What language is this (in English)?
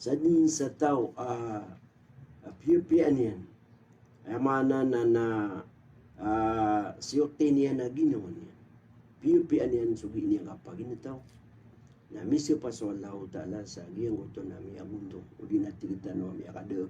Maranao